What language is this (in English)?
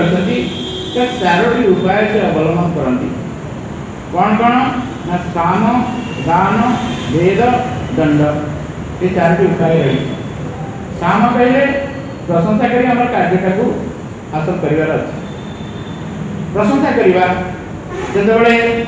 Odia